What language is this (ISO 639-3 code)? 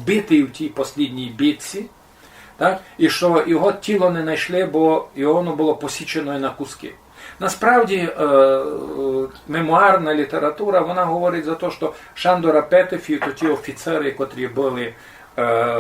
rue